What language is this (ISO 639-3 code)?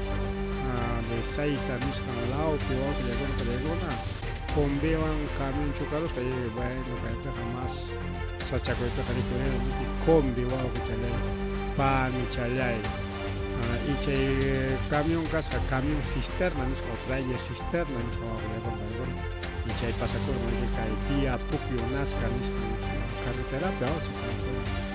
quy